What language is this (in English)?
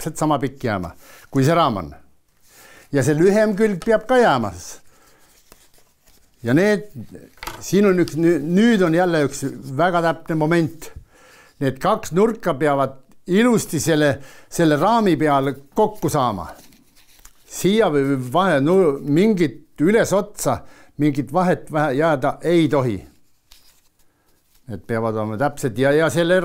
Estonian